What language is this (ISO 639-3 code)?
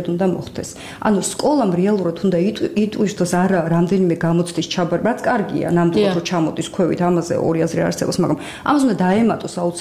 kat